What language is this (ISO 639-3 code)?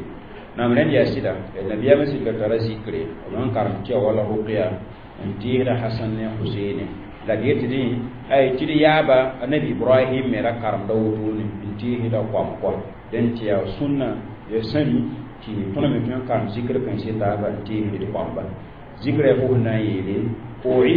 mos